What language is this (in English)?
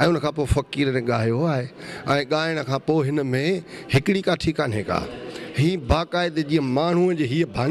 Sindhi